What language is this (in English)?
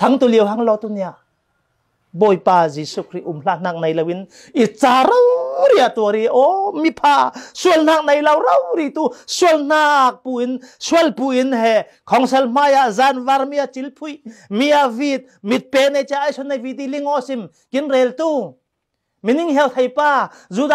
Falam Chin